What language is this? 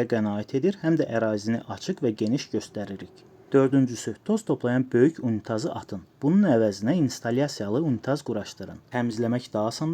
Azerbaijani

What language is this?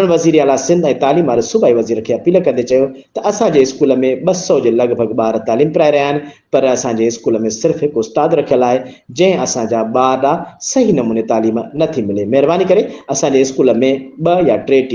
Sindhi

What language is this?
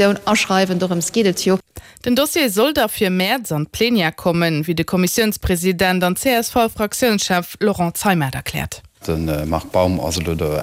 Luxembourgish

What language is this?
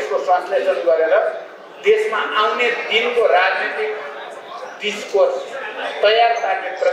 Nepali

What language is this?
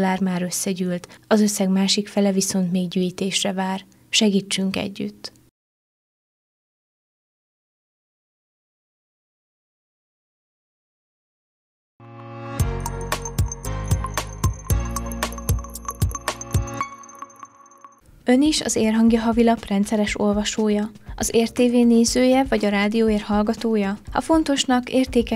Hungarian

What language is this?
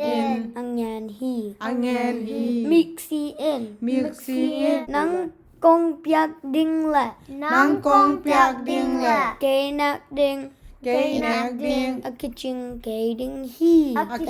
Tedim Chin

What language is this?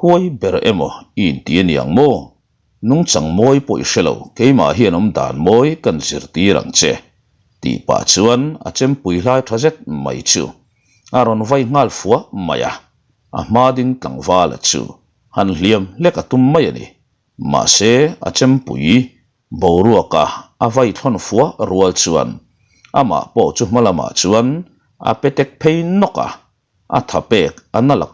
Mizo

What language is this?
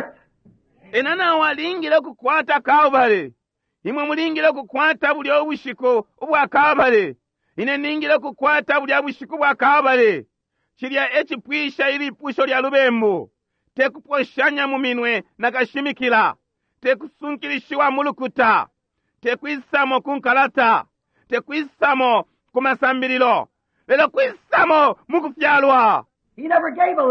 Bemba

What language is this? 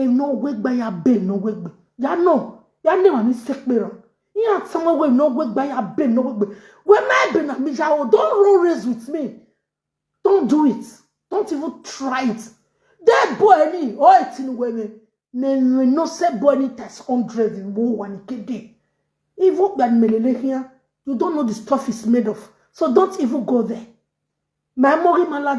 Nigerian Pidgin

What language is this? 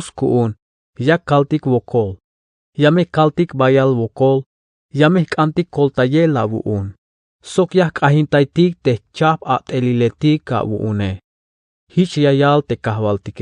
Tzeltal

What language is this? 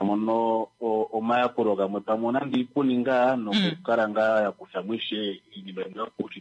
Kuanyama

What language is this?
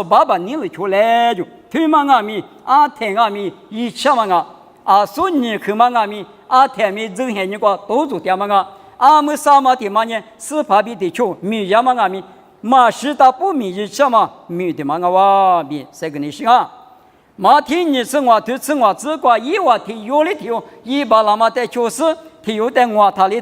Lisu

